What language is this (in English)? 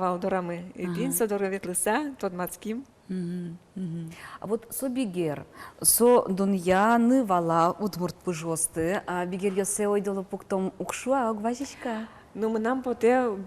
Udmurt